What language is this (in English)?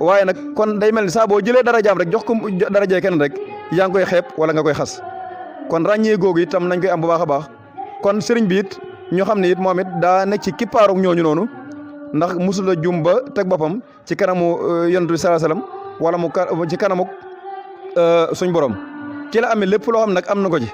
Wolof